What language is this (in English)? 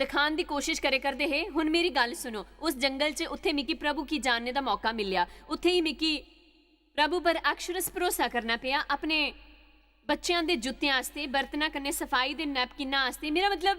Dogri